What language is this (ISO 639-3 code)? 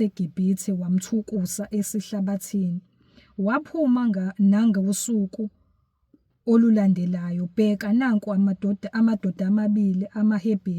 zul